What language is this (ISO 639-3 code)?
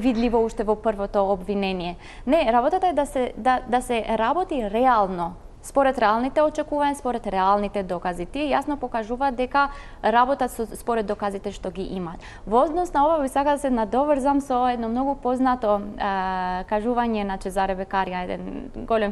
mkd